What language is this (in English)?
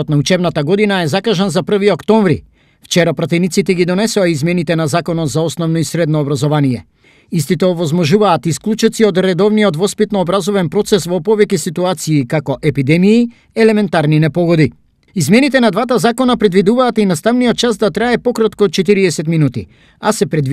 Macedonian